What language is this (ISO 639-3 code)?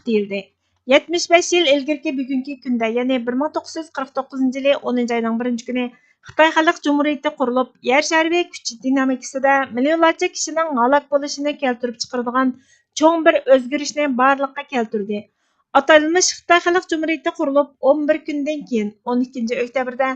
uig